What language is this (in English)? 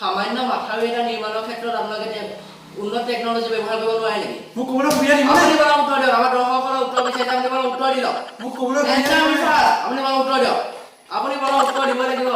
Assamese